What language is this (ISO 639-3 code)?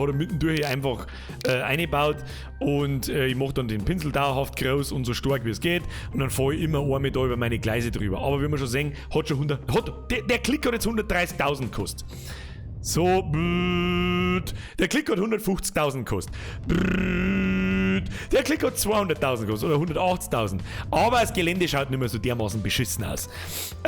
bar